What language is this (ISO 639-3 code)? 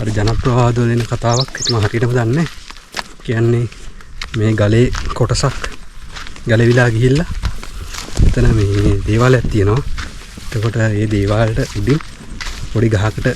sin